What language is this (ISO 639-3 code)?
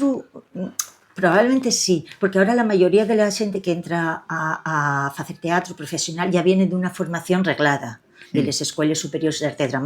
ast